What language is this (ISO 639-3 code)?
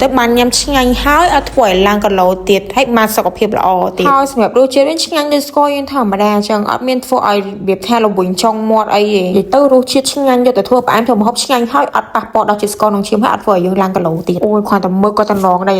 khm